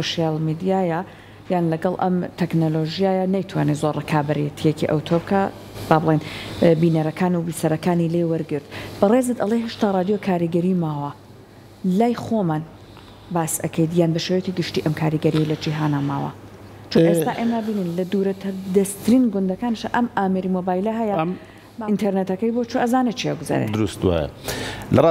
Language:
Central Kurdish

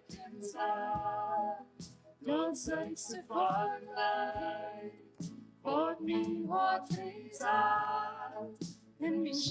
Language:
Plautdietsch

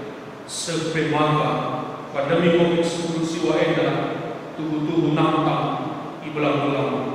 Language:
Batak Karo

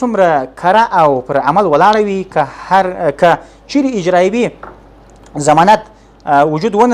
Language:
Pashto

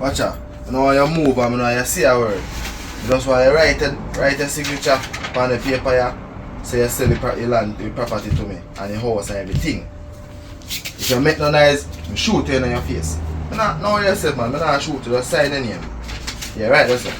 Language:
Jamaican Creole English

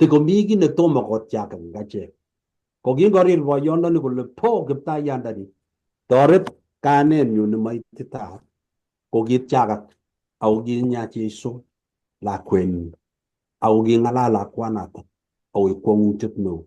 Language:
Kalenjin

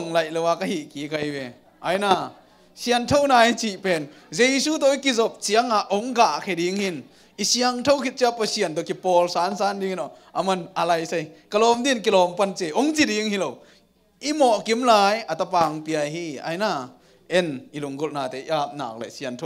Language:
Tedim Chin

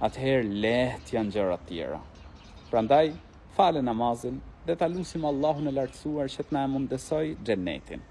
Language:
Albanian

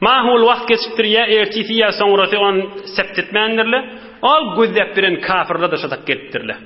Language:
Turkmen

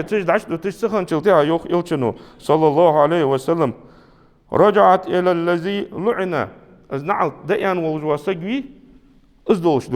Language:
Ingush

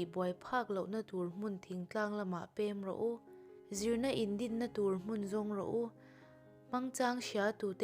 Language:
Mizo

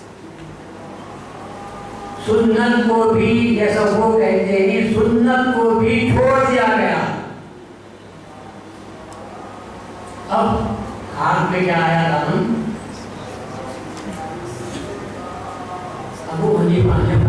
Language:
Urdu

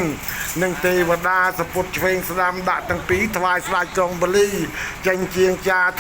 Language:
Khmer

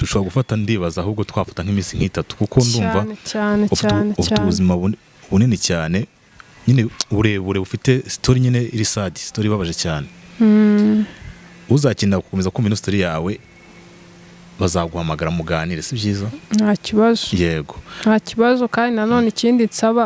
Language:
Kinyarwanda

